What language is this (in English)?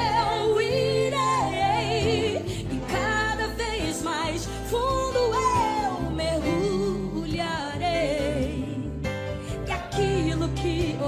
Portuguese